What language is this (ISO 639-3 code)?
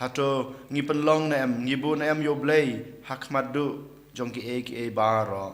kha